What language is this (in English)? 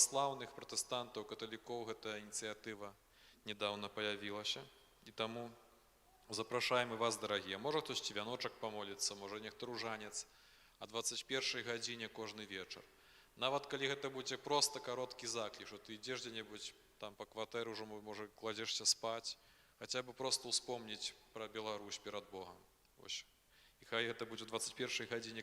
Belarusian